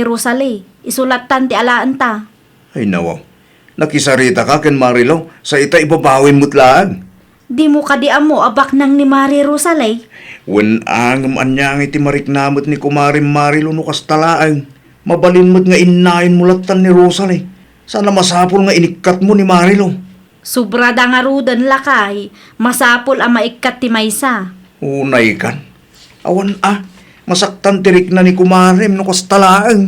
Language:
Iloko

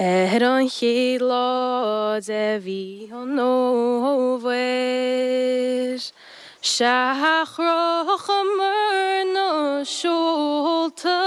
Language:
Irish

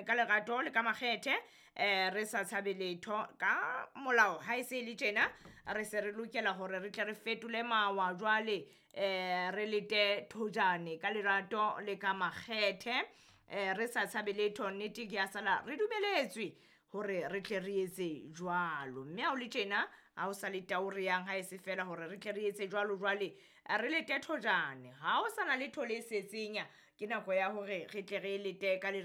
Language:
Southern Sotho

